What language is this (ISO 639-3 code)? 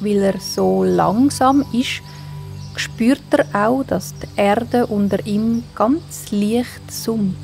gsw